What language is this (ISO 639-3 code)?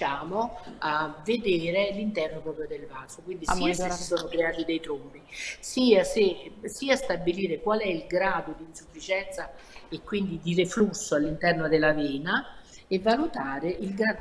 ita